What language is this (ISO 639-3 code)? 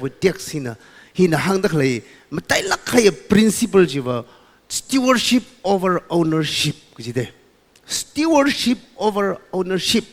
nmf